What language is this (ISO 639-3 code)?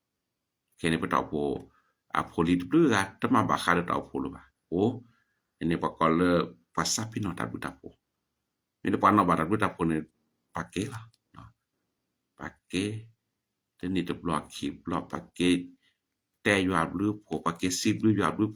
ksw